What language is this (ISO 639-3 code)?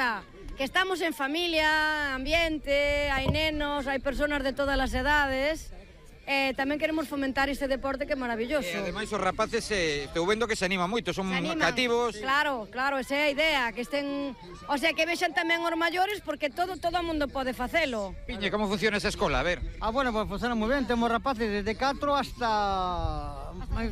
glg